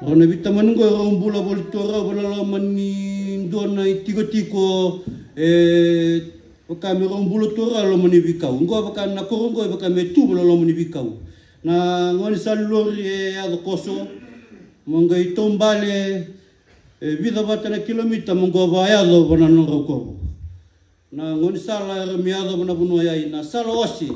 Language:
Fijian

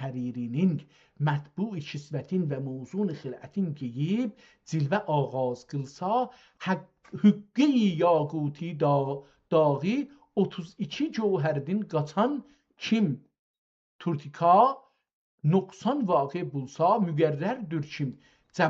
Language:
South Azerbaijani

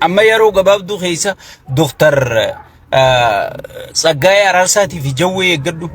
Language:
Oromo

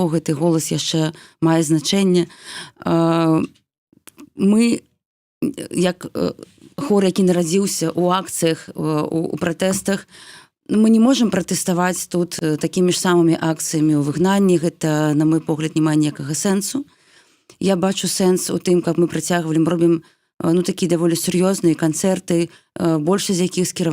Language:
Belarusian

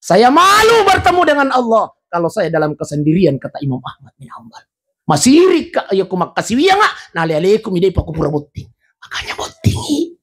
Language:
Buginese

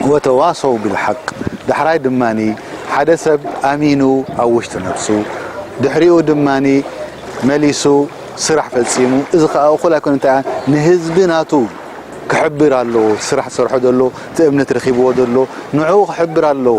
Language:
Tigrinya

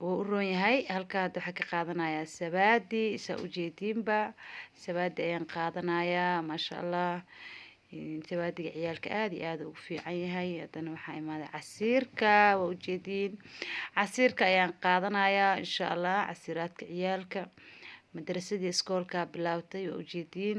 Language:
Somali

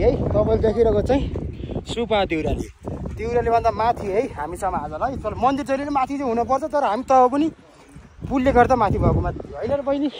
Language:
Nepali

